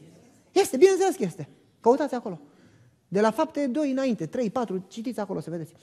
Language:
Romanian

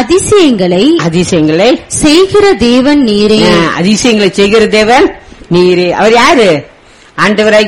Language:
Tamil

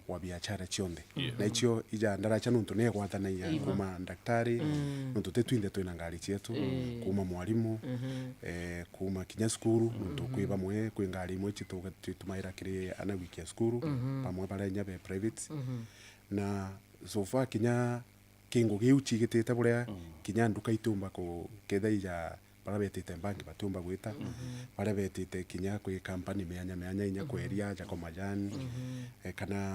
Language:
Meru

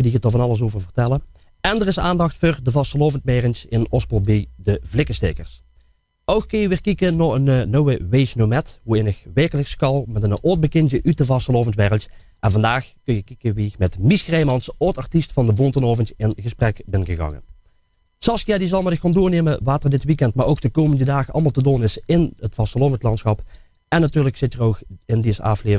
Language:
Limburgish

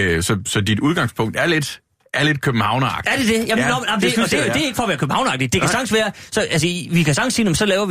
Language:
Danish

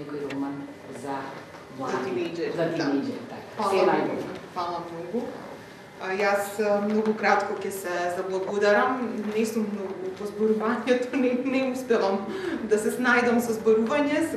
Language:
Macedonian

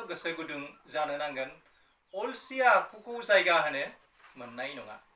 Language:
Bodo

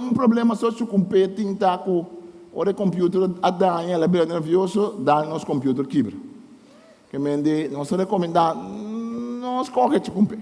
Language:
Papiamento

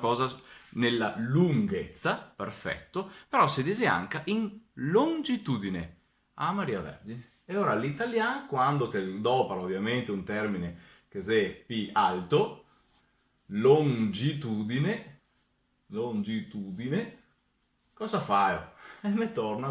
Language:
Venetian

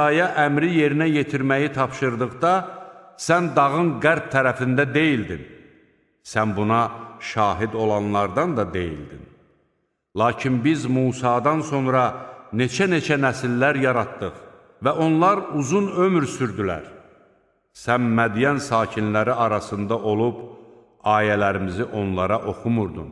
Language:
Azerbaijani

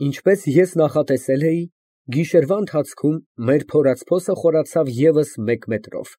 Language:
Armenian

